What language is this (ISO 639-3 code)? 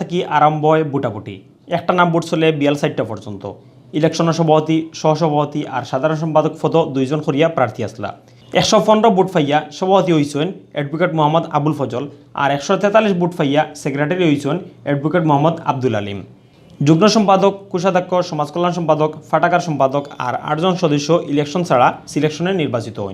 syl